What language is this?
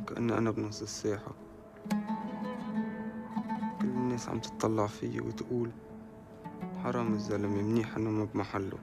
North Levantine Arabic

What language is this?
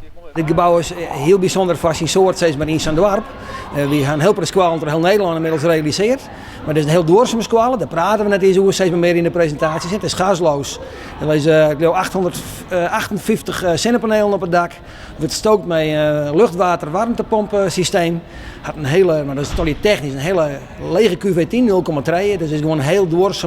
Western Frisian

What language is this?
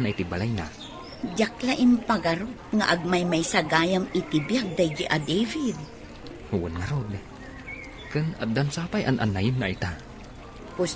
Iloko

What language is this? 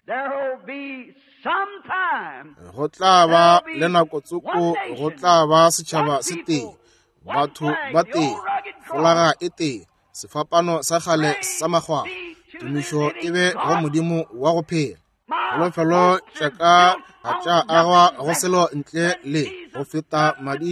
Northern Sotho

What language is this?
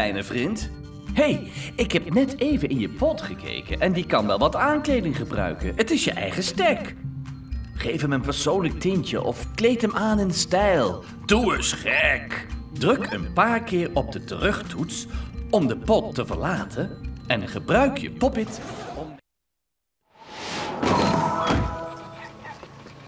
Dutch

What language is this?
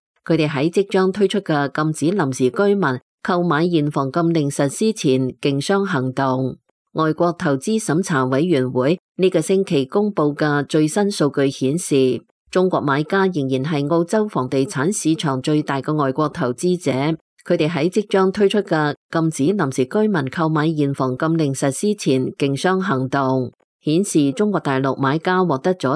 Cantonese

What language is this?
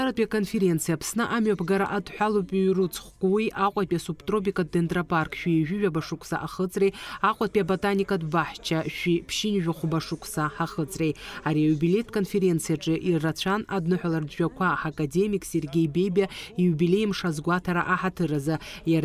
Abkhazian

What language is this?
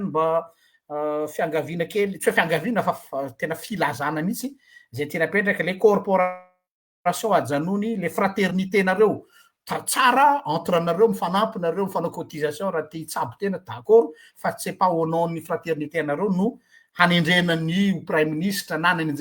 Malagasy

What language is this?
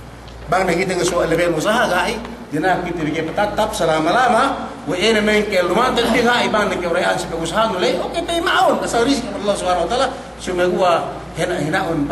Yakan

